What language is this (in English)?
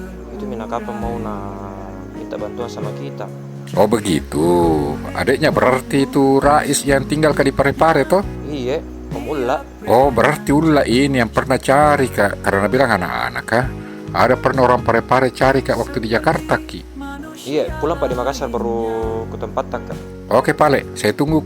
Makassar Malay